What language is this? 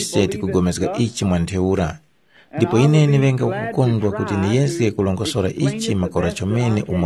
Tumbuka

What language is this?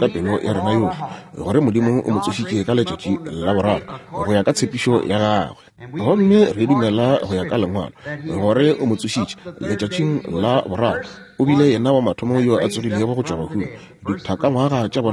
Northern Sotho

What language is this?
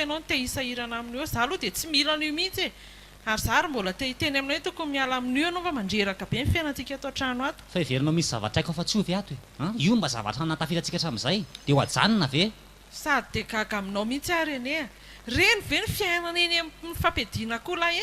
Malagasy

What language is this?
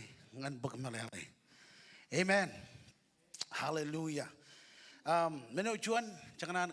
Marshallese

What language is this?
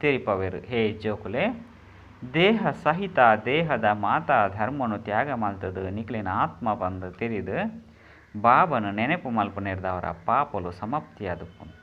Tulu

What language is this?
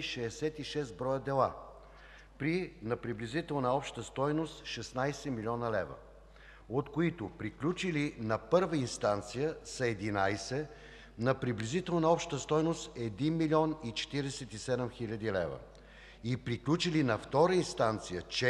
Bulgarian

